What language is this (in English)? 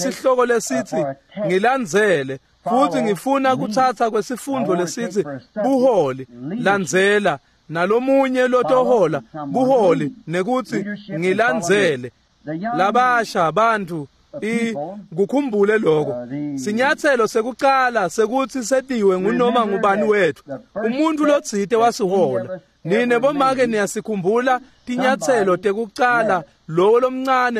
Swati